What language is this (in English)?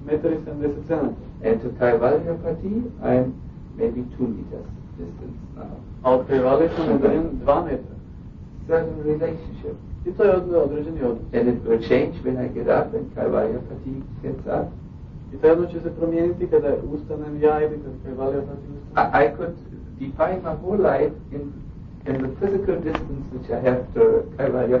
Croatian